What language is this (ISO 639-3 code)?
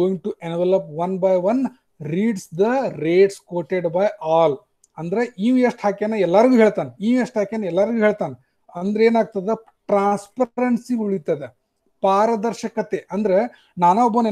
kan